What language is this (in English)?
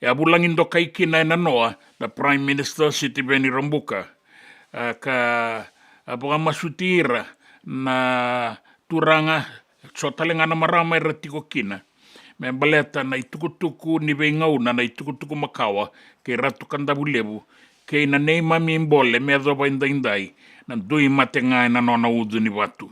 Fijian